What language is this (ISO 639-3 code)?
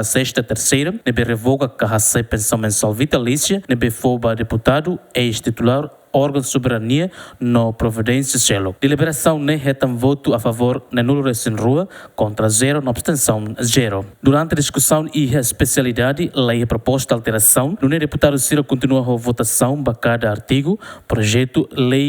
tet